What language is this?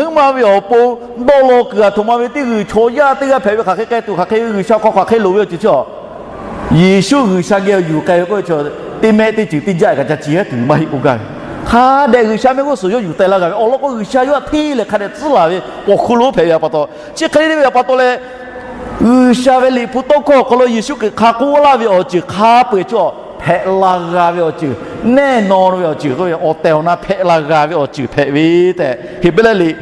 Lahu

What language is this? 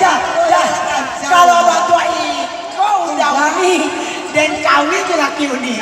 Minangkabau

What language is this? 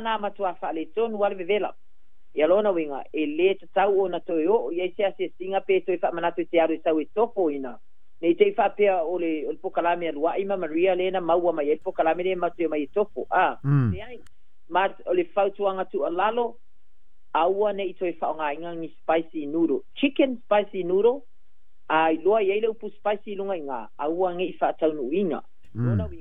Samoan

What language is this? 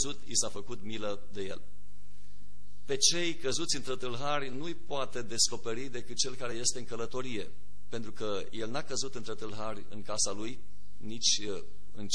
Romanian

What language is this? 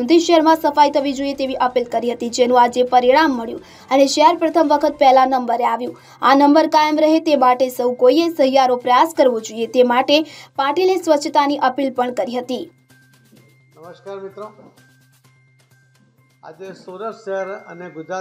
Gujarati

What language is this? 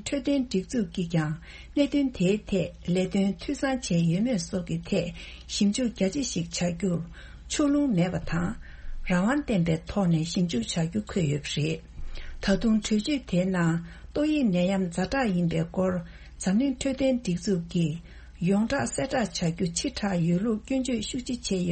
Tibetan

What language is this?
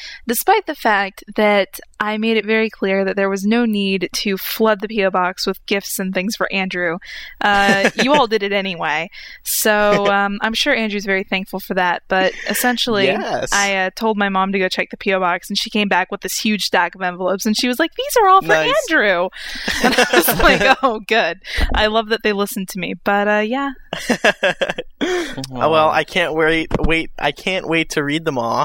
English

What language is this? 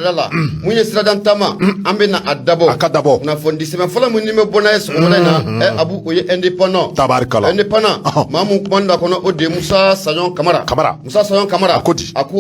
Bambara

